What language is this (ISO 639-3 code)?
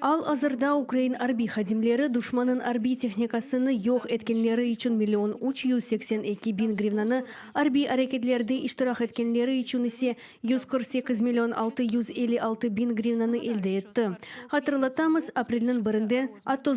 crh